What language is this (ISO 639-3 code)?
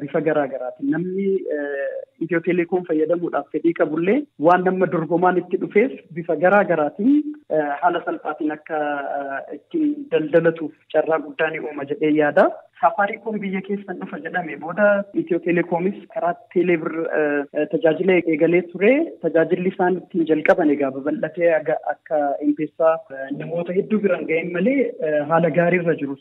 orm